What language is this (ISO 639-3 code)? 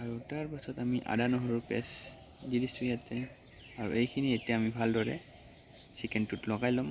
asm